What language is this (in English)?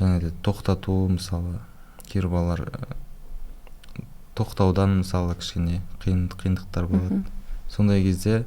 Kazakh